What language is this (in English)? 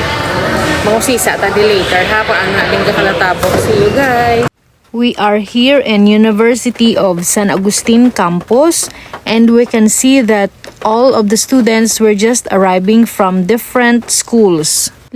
Hiligaynon